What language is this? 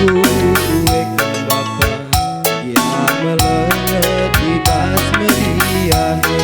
Batak Karo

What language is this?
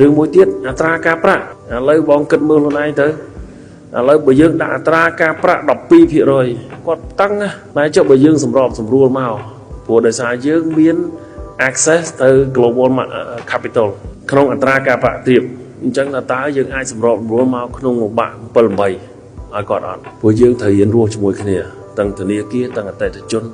Khmer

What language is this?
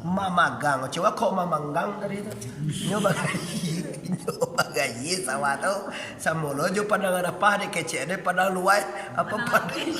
Minangkabau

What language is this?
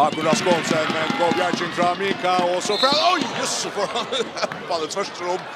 Faroese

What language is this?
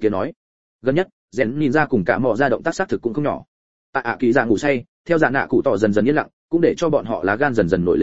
Vietnamese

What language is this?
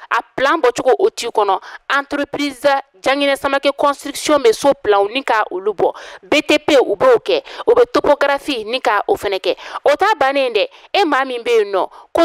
Bambara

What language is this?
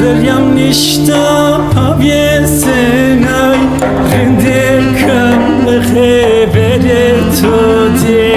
Zaza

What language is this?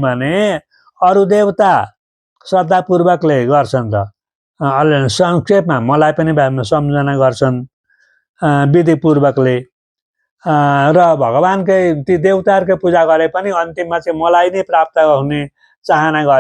Nepali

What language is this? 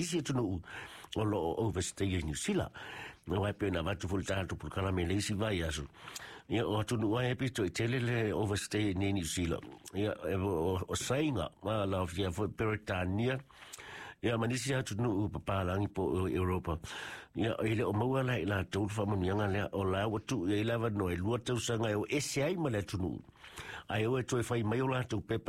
Samoan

